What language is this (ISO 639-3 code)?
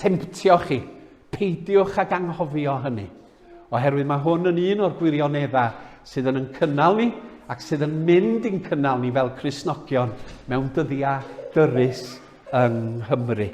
cym